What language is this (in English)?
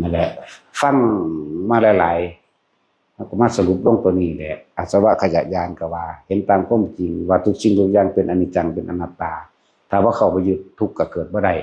Northeastern Thai